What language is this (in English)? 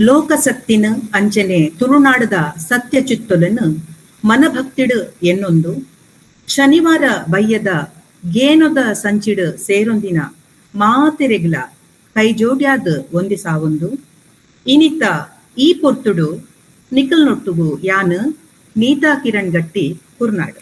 Tulu